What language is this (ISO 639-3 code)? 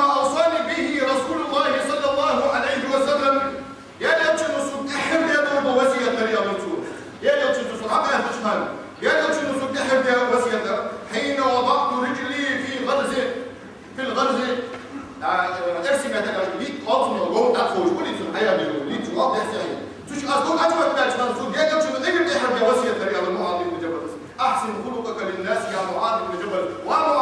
inh